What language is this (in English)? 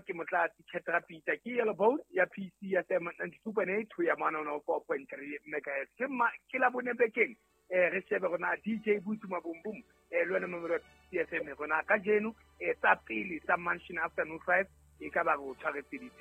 Southern Sotho